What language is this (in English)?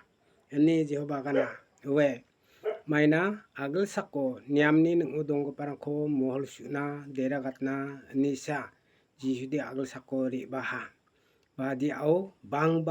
Garo